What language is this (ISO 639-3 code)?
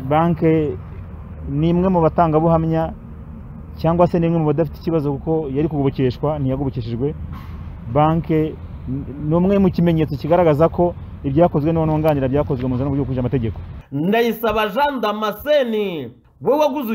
kin